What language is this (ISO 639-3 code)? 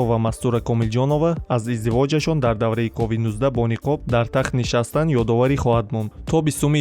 tgk